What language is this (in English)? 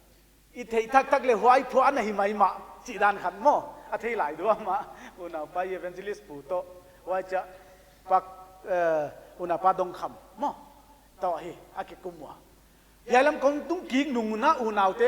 Paite Chin